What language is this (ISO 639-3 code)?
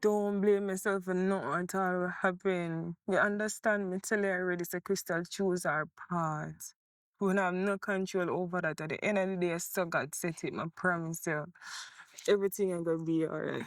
jam